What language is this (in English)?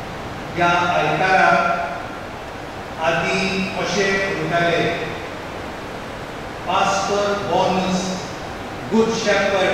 Konkani